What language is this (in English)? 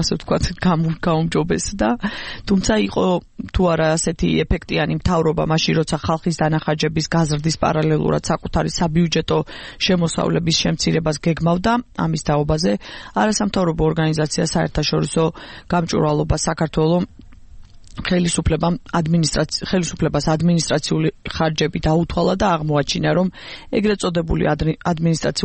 Georgian